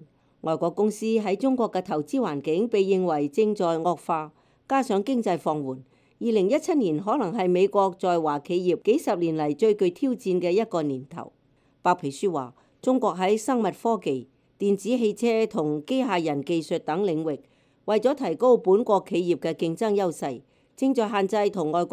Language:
Cantonese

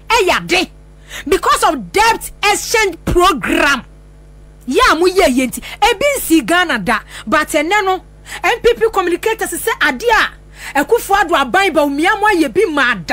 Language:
Akan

